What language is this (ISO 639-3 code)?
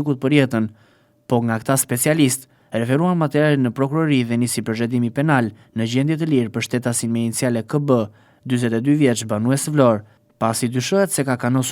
sqi